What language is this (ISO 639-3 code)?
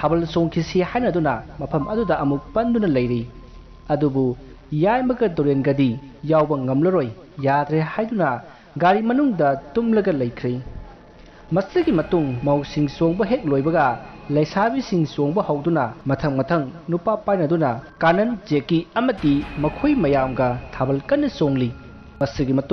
mni